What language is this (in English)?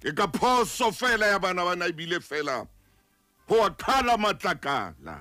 Southern Sotho